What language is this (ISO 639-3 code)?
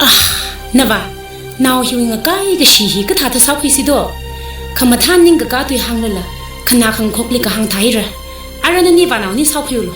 nmf